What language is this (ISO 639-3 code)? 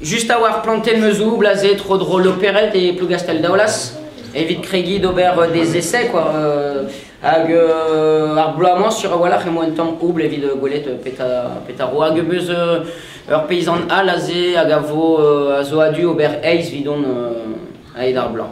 bre